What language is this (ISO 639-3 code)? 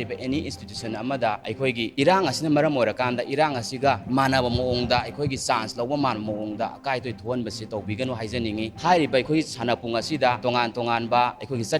mni